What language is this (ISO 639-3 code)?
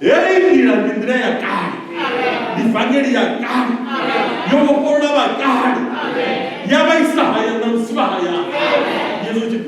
ven